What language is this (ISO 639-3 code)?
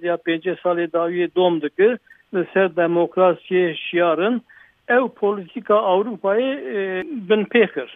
kur